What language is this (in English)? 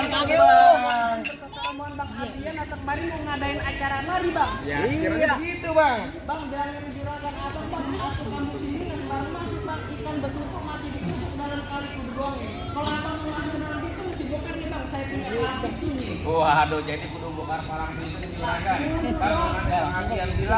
Betawi